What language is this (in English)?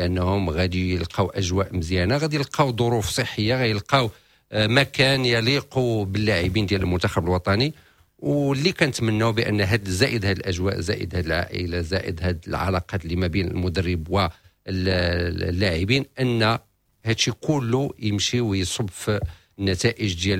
Moroccan Arabic